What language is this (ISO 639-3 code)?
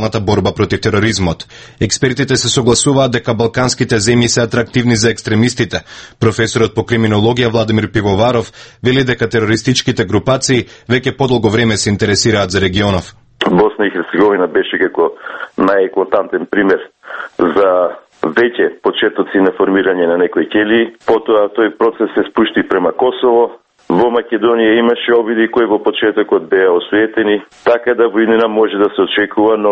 mkd